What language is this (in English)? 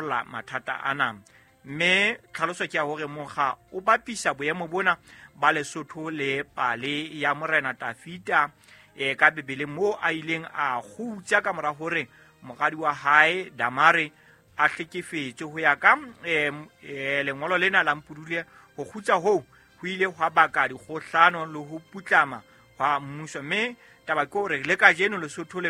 Southern Sotho